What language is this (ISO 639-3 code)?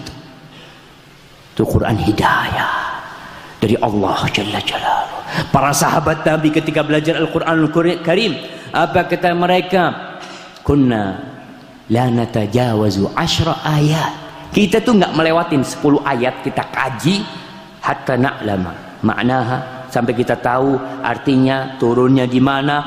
ind